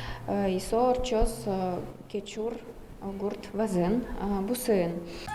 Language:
Udmurt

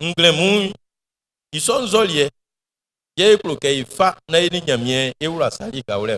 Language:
Baoulé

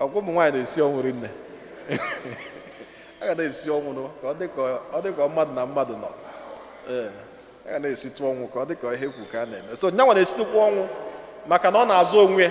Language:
Igbo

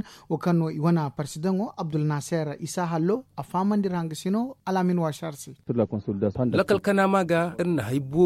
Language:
Zarma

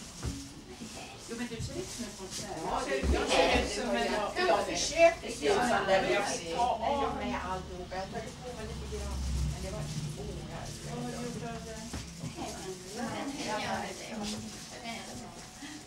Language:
Swedish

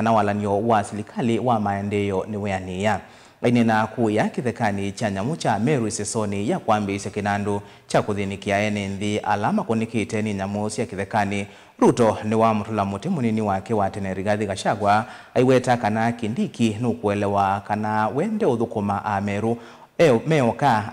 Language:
Kamba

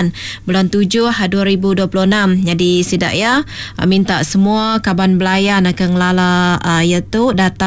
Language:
Iban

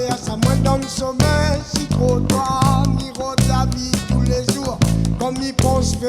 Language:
Réunion Creole French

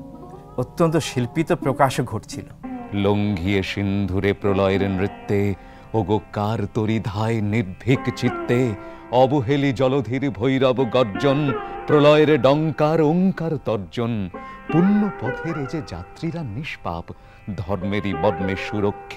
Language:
Bangla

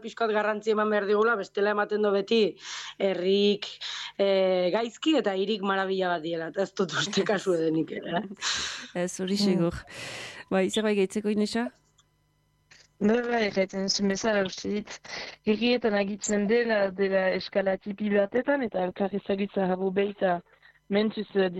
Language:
Basque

